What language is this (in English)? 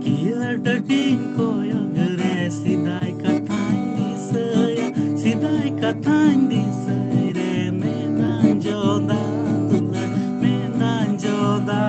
Santali